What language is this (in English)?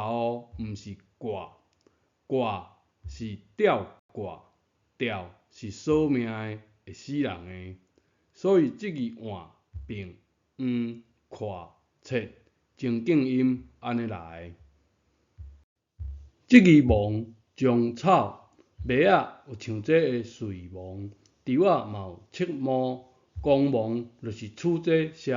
Min Nan Chinese